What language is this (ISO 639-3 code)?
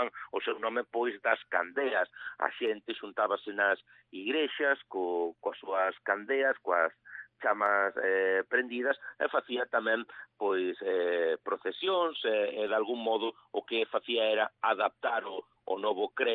glg